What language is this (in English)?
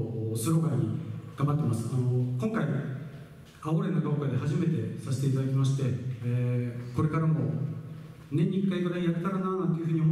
Japanese